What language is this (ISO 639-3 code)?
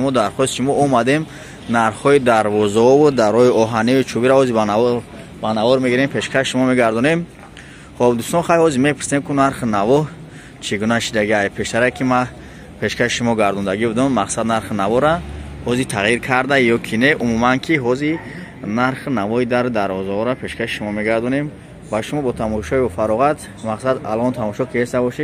tgk